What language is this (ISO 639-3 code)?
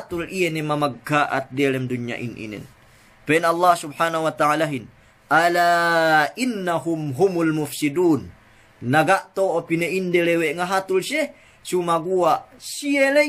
yka